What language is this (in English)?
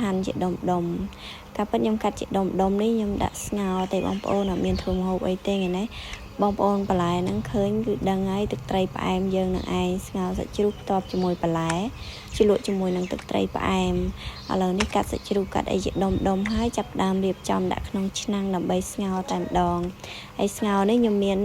Khmer